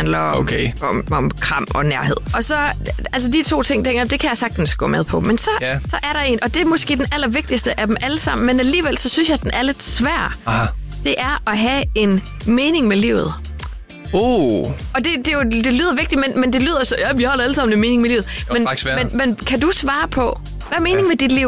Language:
Danish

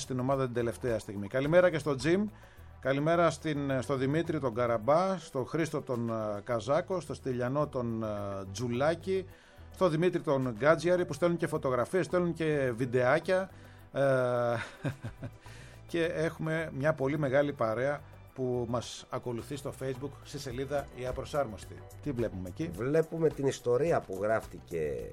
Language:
Greek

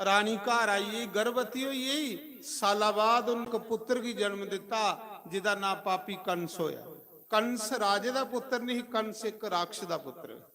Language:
Dogri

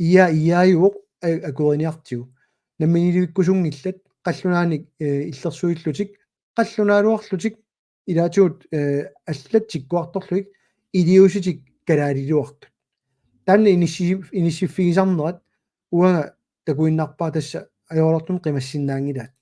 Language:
Kalaallisut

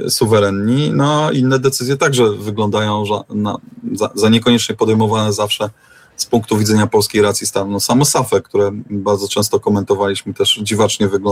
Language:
Polish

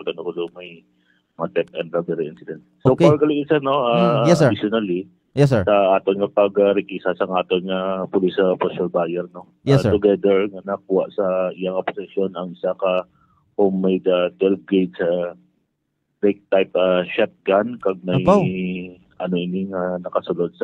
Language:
Hiligaynon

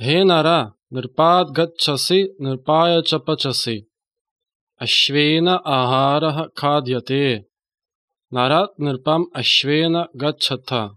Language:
Sanskrit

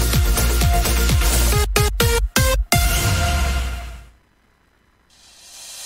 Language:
Indonesian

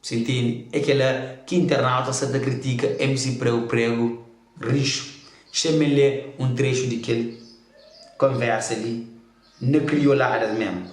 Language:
Kabuverdianu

